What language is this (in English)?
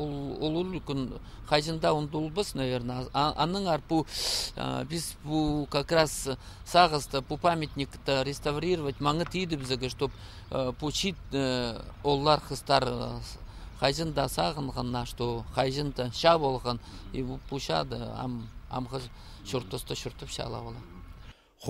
Khakas